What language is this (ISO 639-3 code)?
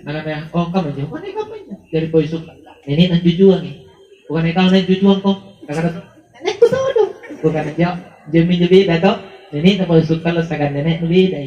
mak